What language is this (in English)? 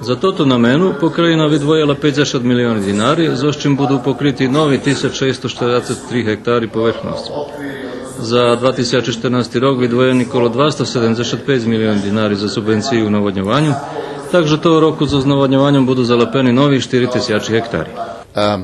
Rusyn